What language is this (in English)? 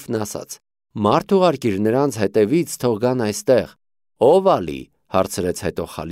Armenian